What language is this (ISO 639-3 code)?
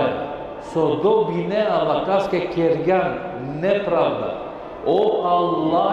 rmn